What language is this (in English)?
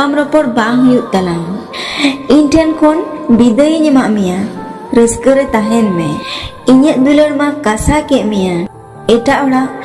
Santali